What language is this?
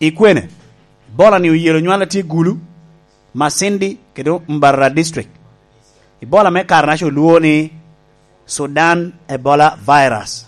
Lango (Uganda)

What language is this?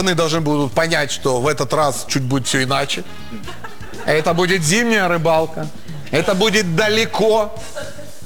Russian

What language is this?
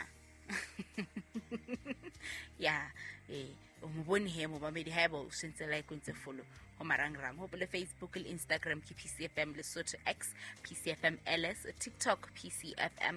Southern Sotho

